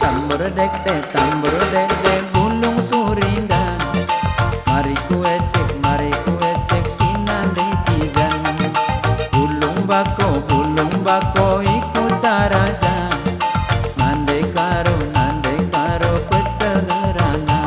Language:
Batak Karo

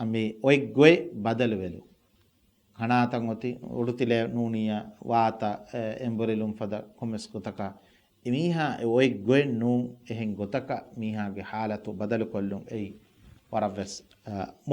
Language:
Divehi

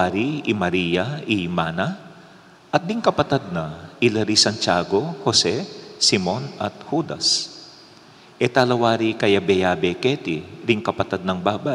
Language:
Pampanga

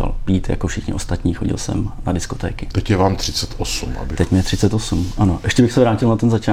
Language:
Czech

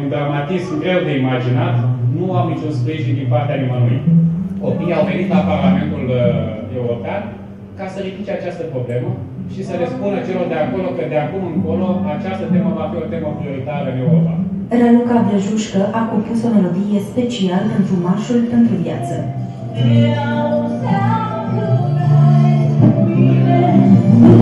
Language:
Romanian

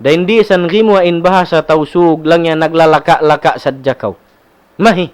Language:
Tausug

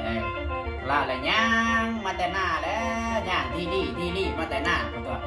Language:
Northeastern Thai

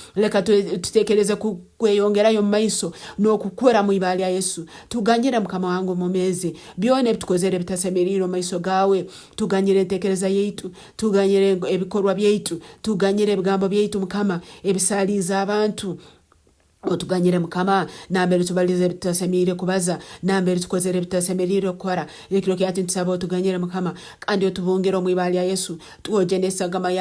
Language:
Nyankole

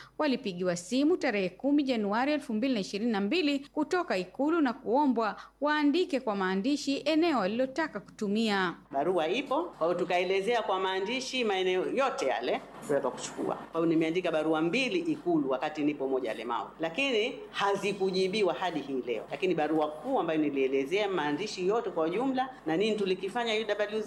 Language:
Swahili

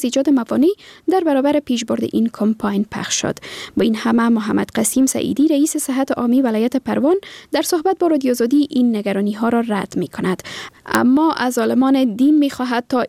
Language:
Persian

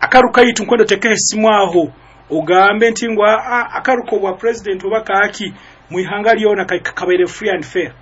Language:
Nyoro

